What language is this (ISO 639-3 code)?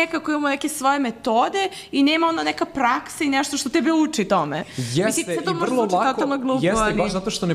srp